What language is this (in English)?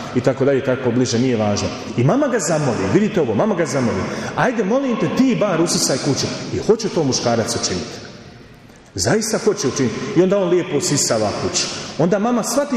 Croatian